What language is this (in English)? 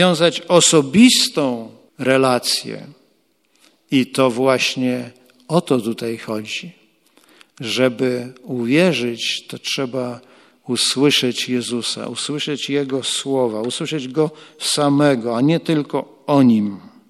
Polish